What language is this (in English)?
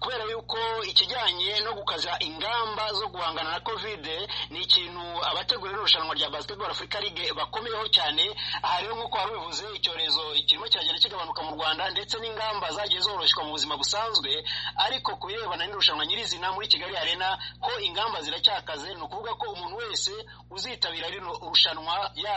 Kinyarwanda